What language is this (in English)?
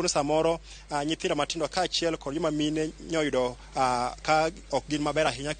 Luo (Kenya and Tanzania)